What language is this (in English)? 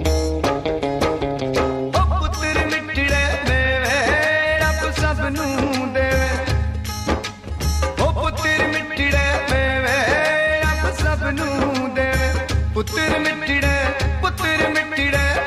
Punjabi